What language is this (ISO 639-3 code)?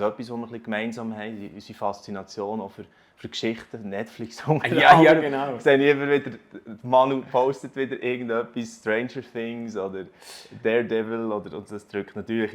gsw